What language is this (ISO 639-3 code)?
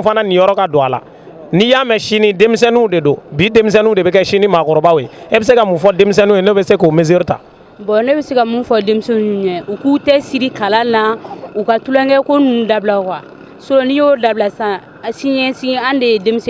bam